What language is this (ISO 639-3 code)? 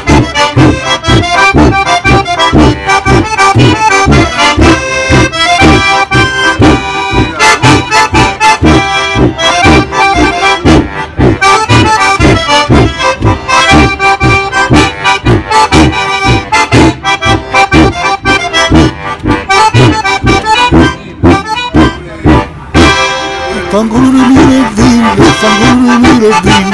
ita